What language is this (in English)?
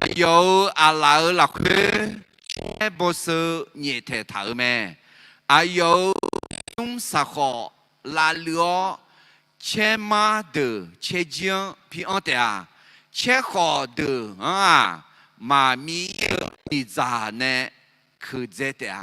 Akha